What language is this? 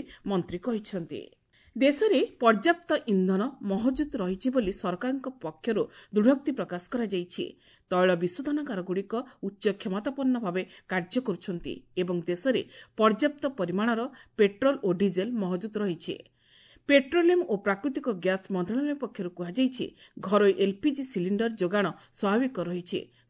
Odia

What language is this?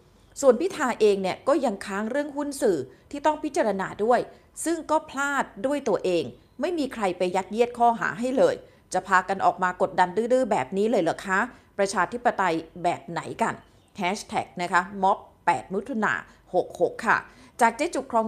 Thai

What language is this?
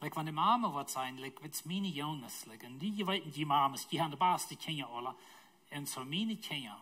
Plautdietsch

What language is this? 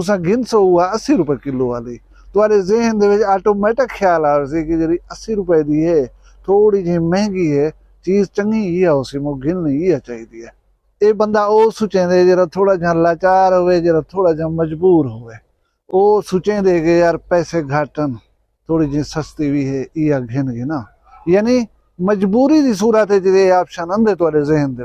Saraiki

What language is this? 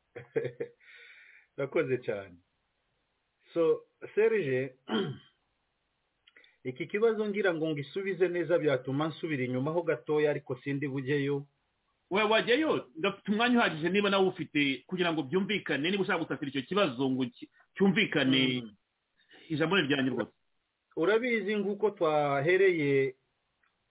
Kinyarwanda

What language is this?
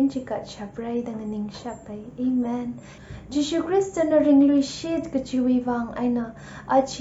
Tangkhul Naga (India)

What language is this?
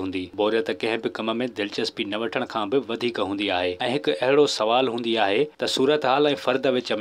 Sindhi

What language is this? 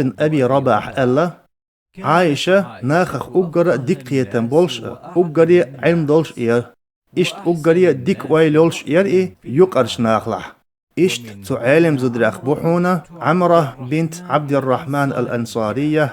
Chechen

